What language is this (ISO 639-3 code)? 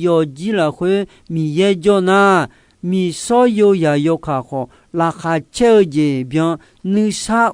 ahk